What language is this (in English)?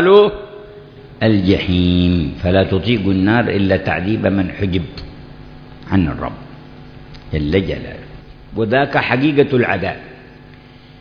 Arabic